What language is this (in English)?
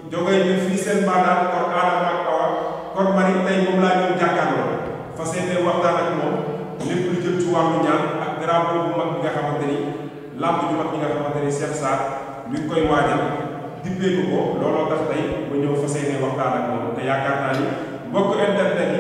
Wolof